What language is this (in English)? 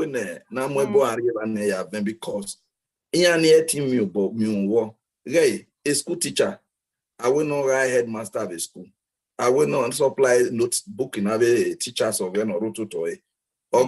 Bini